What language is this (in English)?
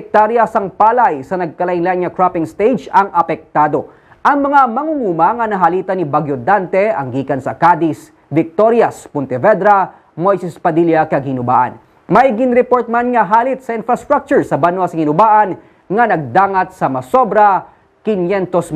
Hiligaynon